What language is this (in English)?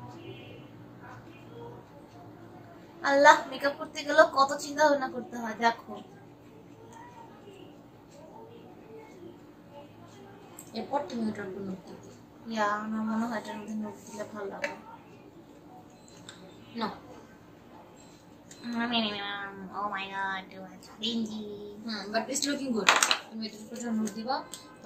Bangla